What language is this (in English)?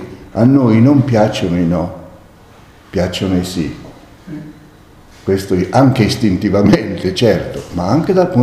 Italian